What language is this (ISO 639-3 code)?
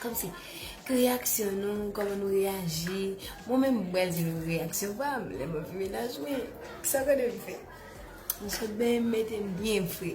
hat